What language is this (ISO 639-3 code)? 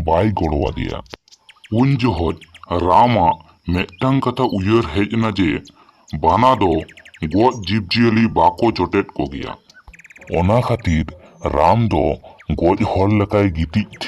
sat